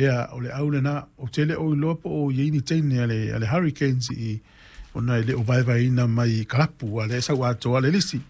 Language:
Samoan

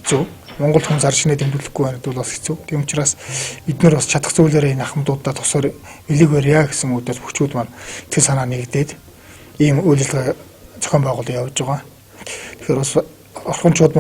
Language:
Mongolian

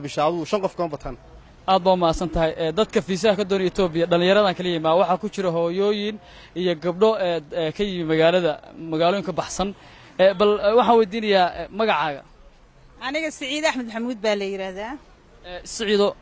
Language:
Somali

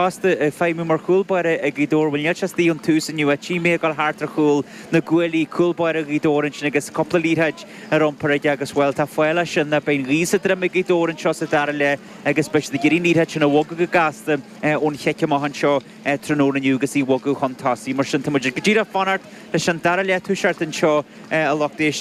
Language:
Irish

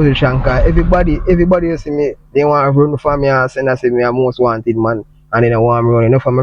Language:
Jamaican Creole English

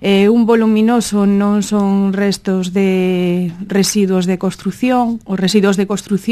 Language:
Galician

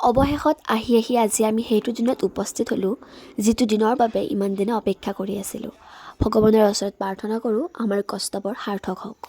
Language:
Assamese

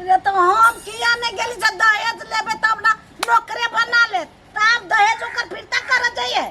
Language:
Maithili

